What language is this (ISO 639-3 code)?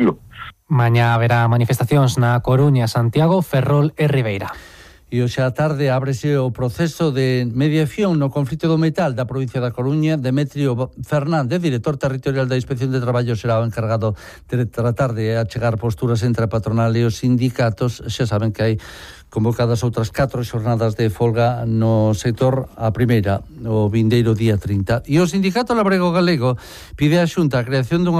glg